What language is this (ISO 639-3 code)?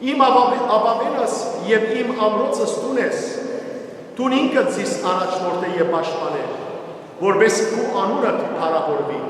hyw